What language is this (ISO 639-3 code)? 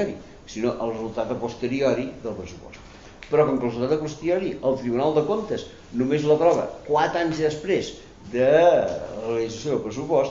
cat